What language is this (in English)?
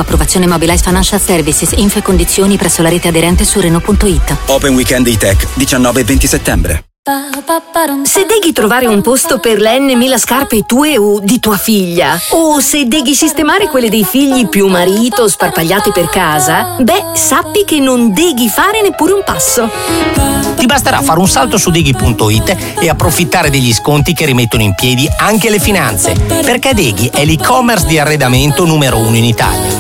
Italian